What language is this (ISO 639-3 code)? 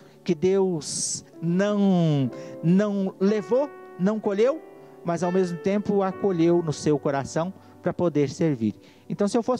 por